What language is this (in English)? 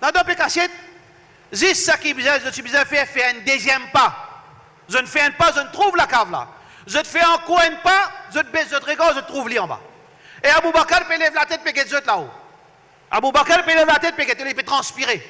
Morisyen